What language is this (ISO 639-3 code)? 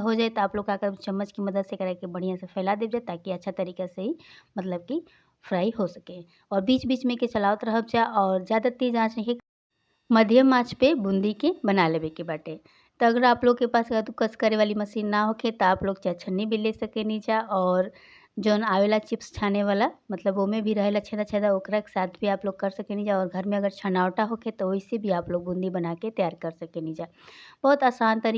bho